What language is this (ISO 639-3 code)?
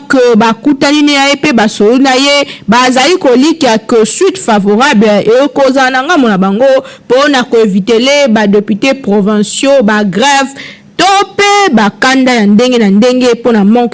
lin